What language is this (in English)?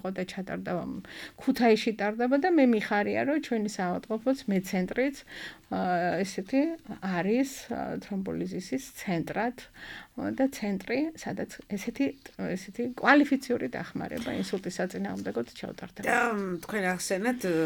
Georgian